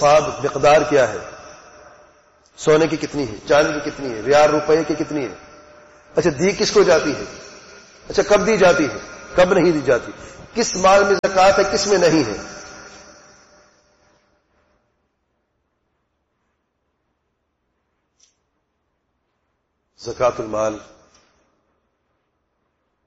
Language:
Urdu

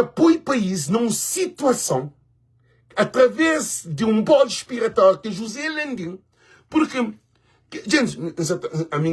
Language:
Kabuverdianu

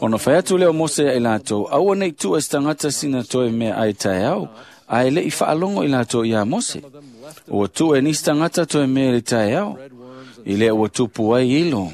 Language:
Samoan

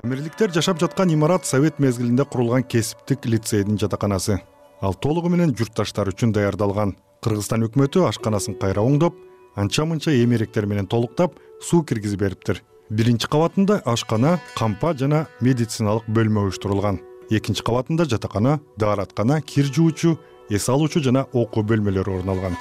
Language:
Kyrgyz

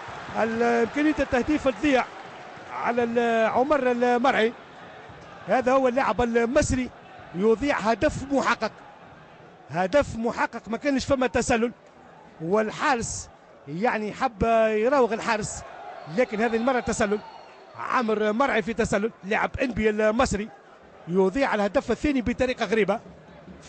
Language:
Tunisian Arabic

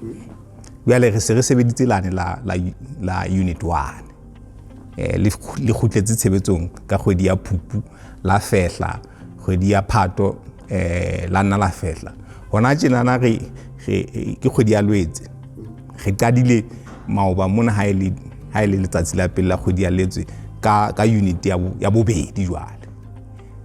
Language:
Southern Sotho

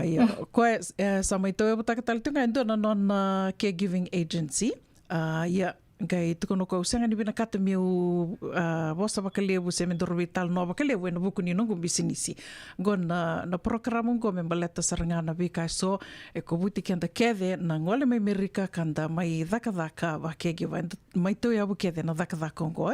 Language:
Fijian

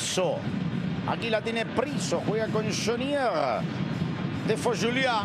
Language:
Spanish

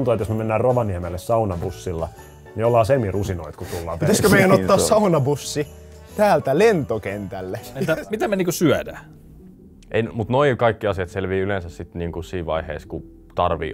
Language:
Finnish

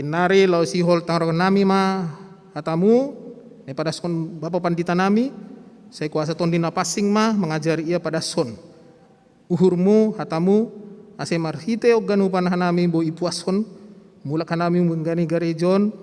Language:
Batak Simalungun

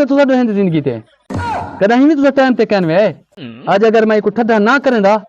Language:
Saraiki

